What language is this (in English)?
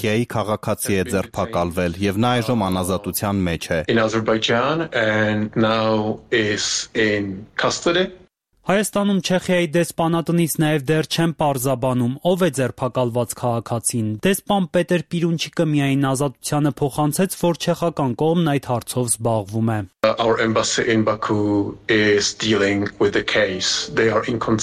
Armenian